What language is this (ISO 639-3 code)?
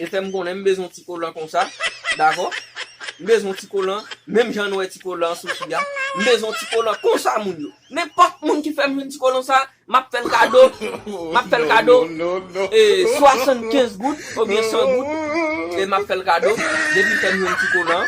hat